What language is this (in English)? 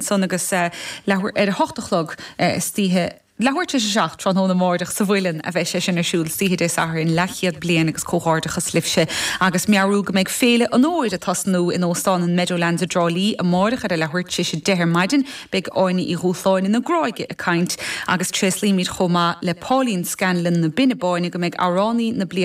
Irish